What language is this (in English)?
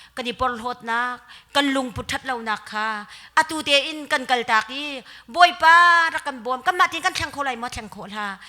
Hakha Chin